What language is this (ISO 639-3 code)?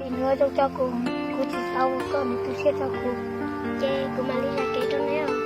hmn